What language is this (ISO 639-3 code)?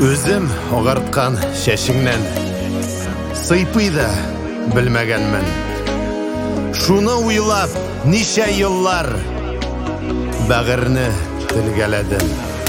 tat